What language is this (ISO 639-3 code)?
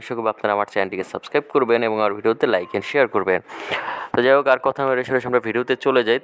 ben